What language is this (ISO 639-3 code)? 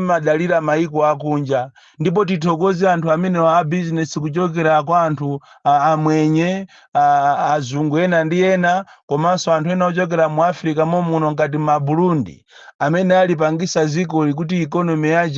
nya